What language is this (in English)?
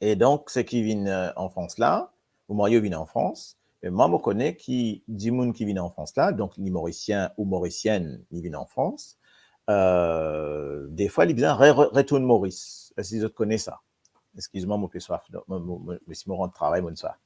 Morisyen